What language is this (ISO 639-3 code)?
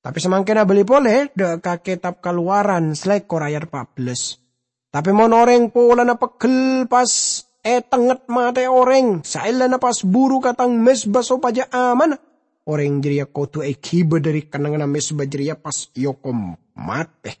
mad